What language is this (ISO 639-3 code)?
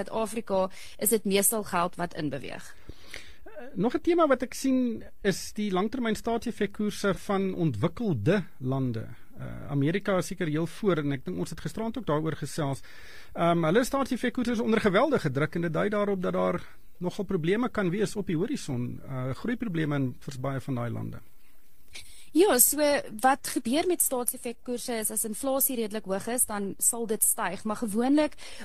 afr